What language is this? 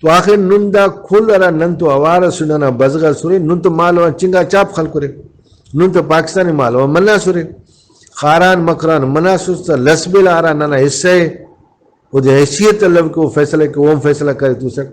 Brahui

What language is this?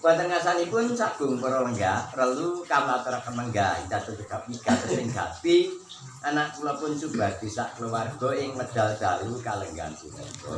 Javanese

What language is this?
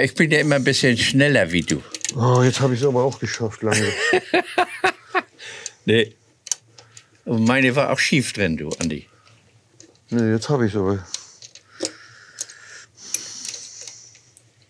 German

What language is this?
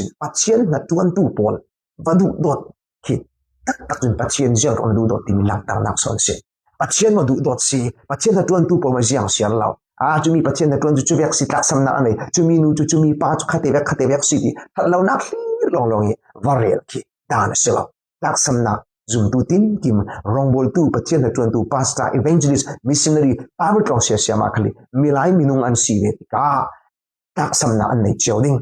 Falam Chin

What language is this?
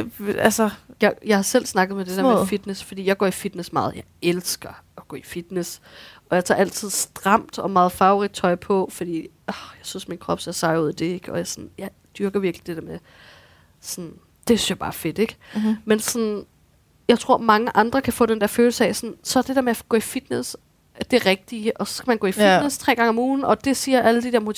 Danish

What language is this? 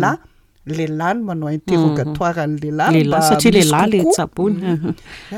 Malagasy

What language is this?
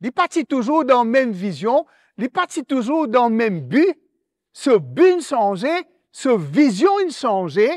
Morisyen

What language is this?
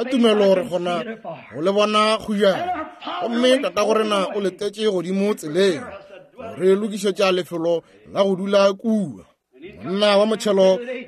Northern Sotho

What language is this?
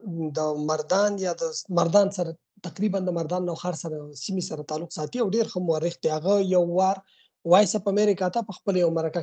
Pashto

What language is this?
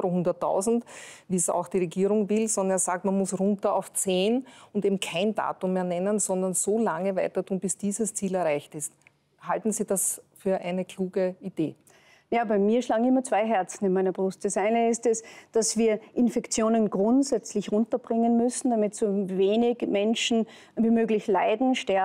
German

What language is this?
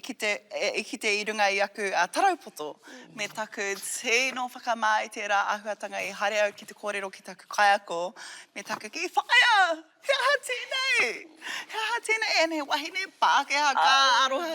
Māori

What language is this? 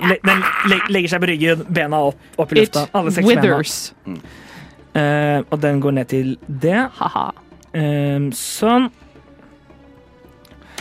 Norwegian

